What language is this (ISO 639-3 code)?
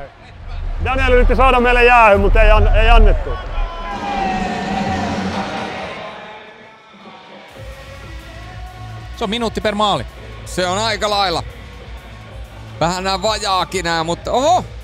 fin